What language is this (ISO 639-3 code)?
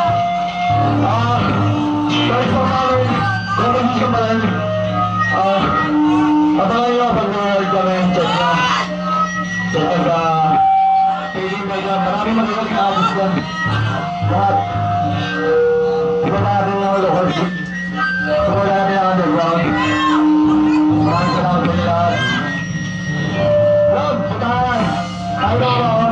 fil